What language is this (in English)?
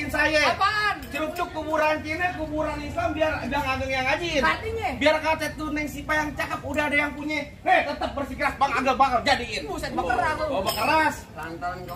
Betawi